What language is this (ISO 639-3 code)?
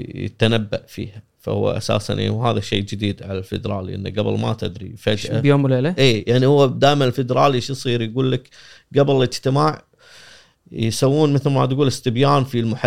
afb